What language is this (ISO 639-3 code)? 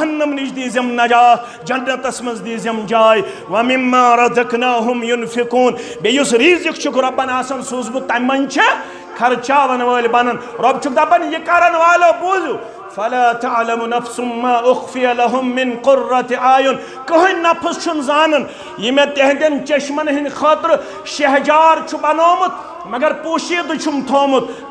kas